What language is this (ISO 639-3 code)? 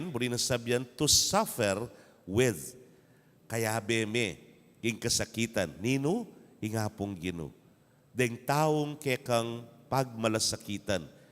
pam